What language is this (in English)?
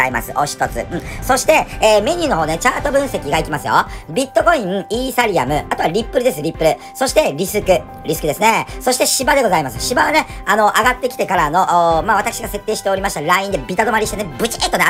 Japanese